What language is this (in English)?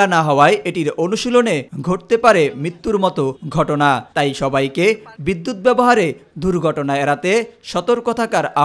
Bangla